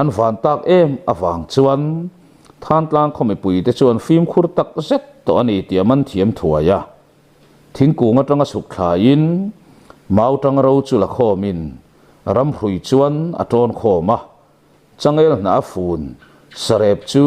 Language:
Mizo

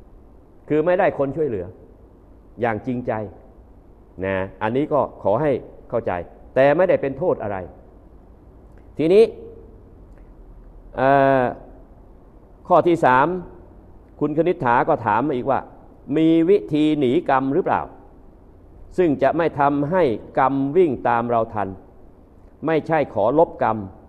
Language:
Thai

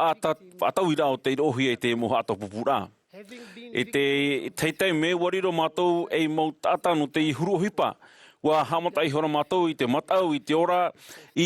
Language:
Tahitian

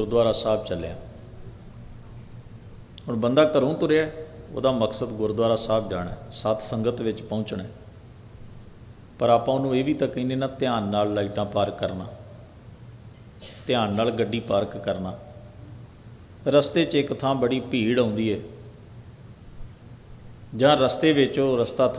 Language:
Punjabi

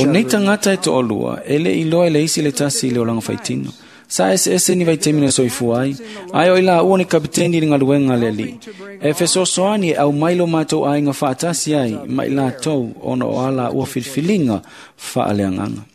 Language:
Samoan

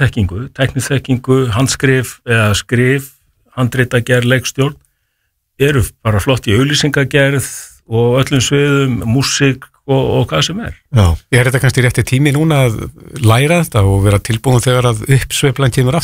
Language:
Icelandic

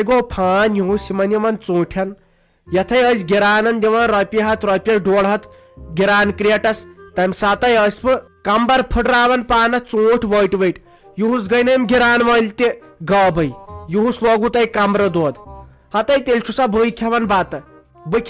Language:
Kashmiri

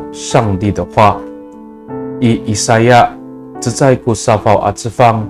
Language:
Amis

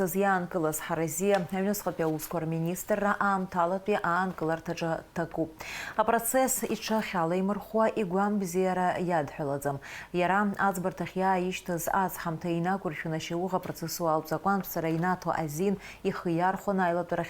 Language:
Abkhazian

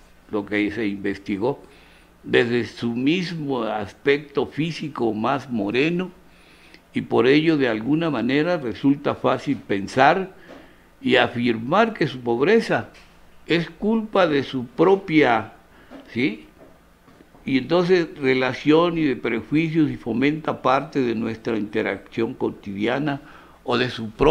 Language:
Spanish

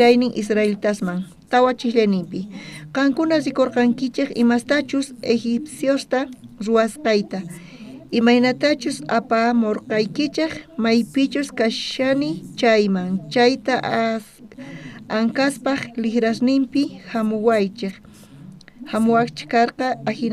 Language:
South Bolivian Quechua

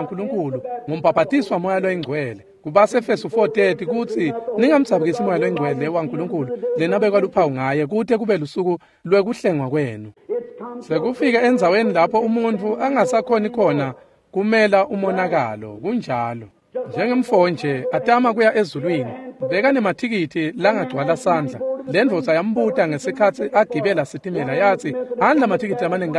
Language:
Swati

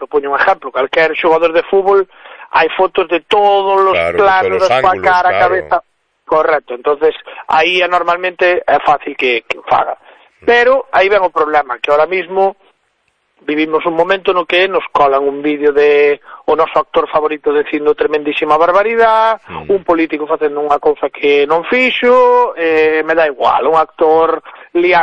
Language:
Galician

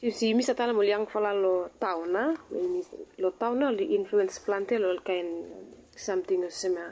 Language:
Bislama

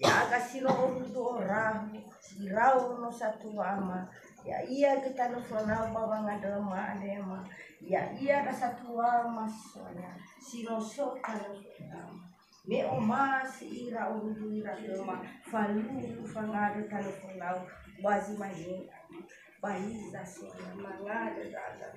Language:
Nias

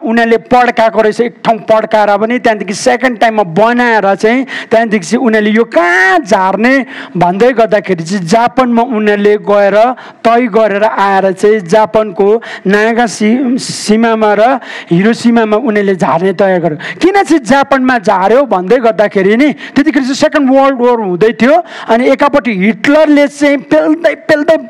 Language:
Nepali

